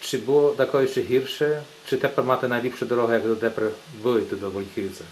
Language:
Rusyn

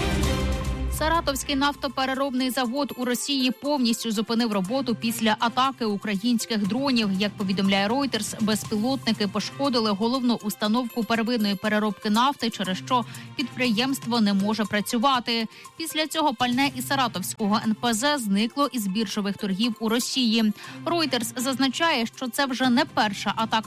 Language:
Ukrainian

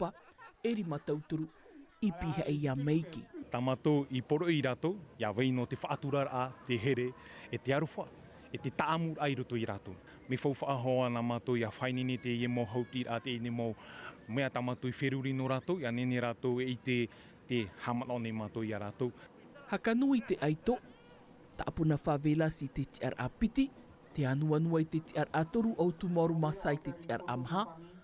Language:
Tahitian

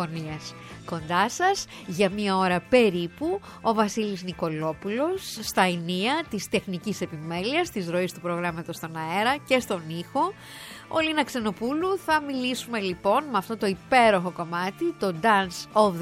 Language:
Greek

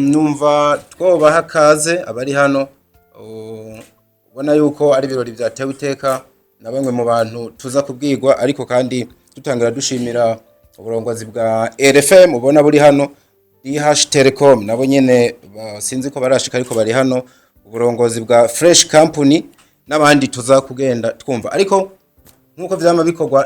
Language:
Rundi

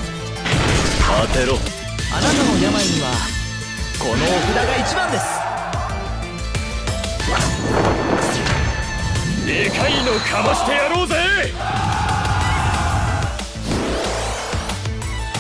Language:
Japanese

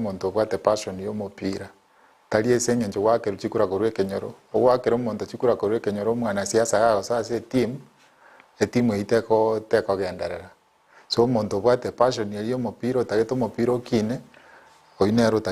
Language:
Gusii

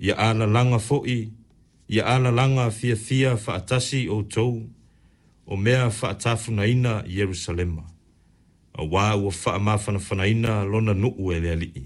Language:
Samoan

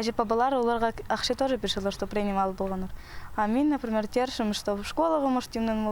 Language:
Khakas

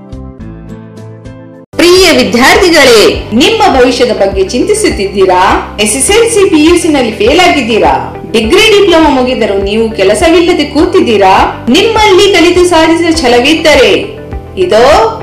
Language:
Kannada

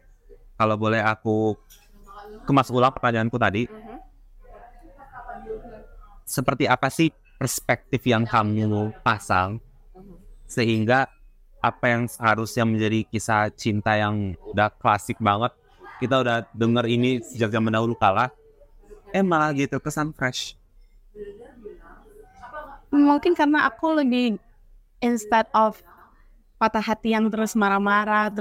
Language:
Indonesian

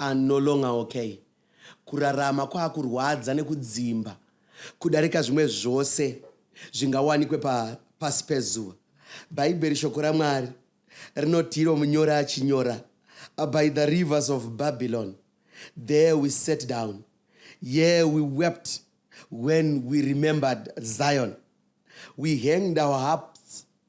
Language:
Shona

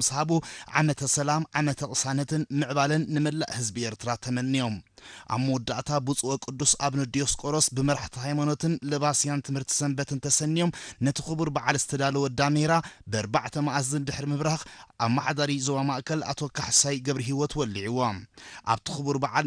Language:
Tigrinya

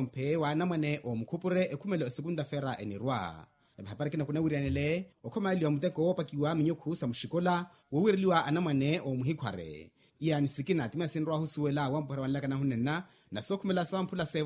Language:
Makhuwa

